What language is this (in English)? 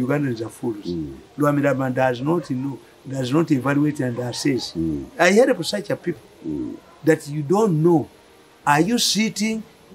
English